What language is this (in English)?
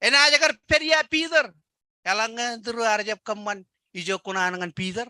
Marshallese